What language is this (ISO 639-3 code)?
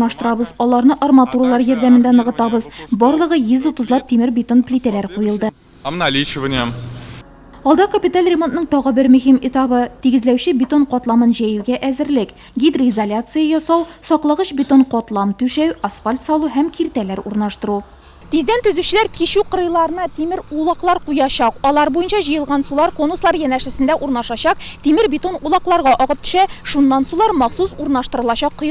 tat